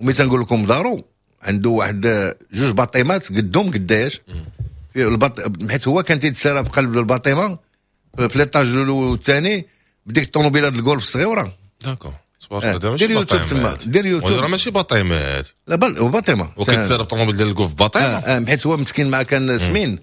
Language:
Moroccan Arabic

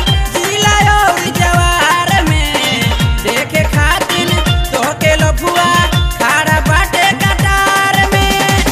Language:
Bhojpuri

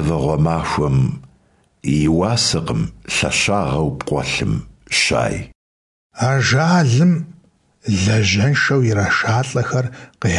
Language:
Kabardian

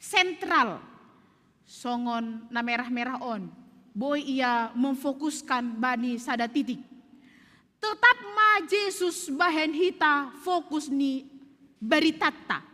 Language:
Batak Simalungun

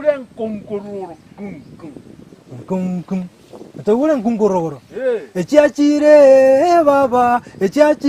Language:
Gusii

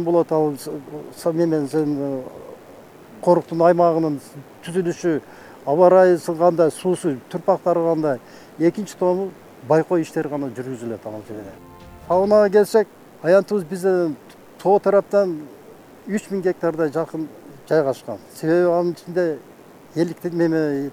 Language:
Kyrgyz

